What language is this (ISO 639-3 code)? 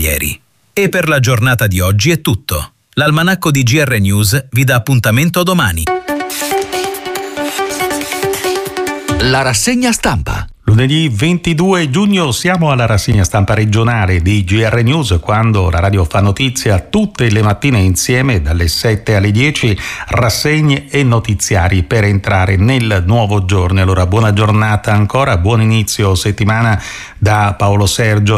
ita